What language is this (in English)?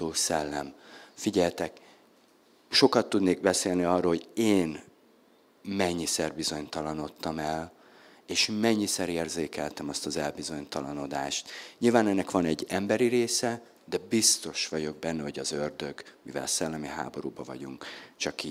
Hungarian